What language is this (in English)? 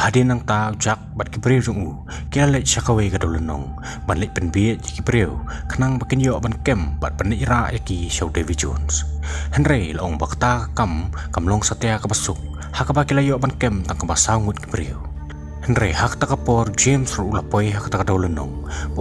Khasi